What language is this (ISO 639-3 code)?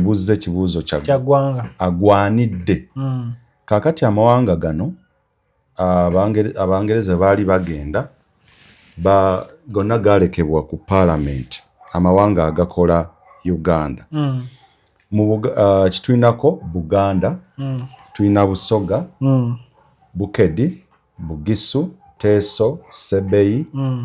lug